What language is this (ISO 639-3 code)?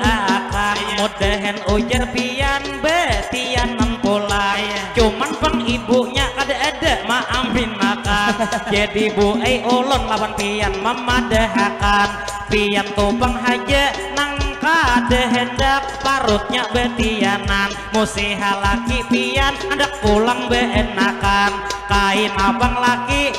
bjn